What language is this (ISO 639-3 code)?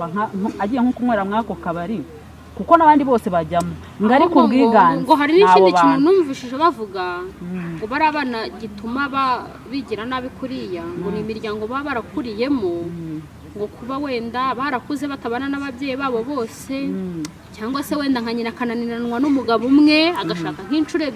kin